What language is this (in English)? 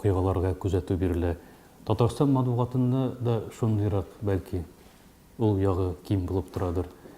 Tatar